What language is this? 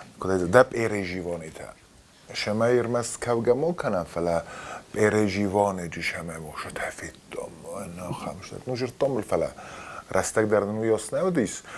Ossetic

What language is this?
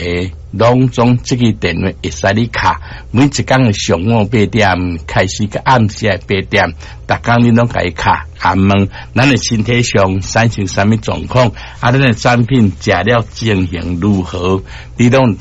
Min Nan Chinese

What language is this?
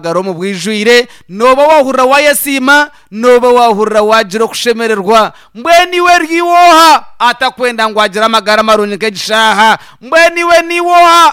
Nyankole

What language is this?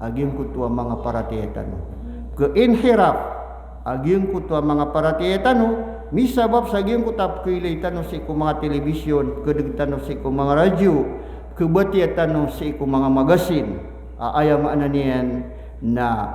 Maranao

